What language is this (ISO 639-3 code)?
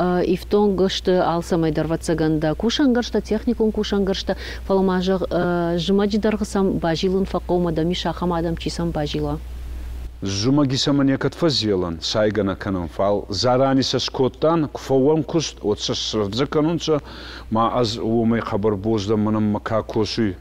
oss